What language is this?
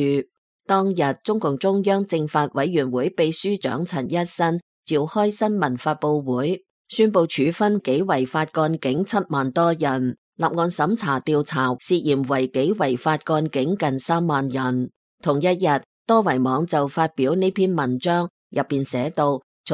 Cantonese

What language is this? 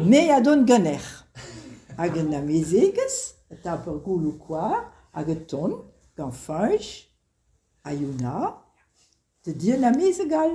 Breton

